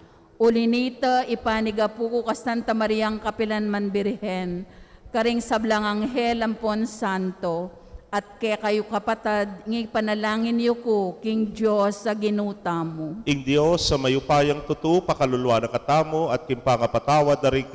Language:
Pampanga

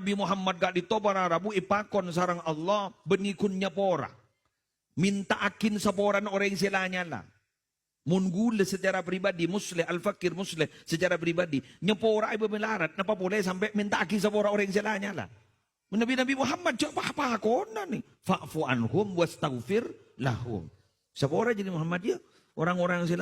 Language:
Madurese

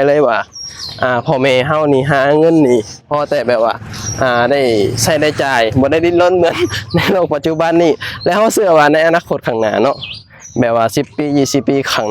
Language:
Lao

